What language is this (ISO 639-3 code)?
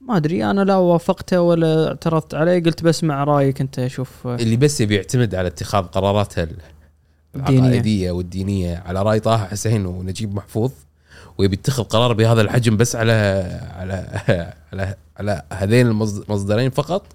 afb